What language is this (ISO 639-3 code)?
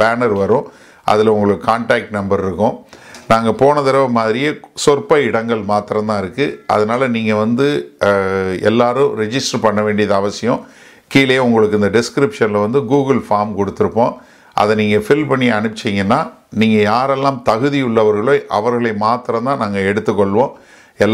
tam